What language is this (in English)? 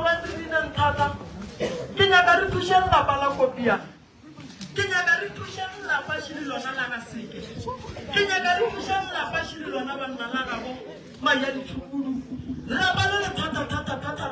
Northern Sotho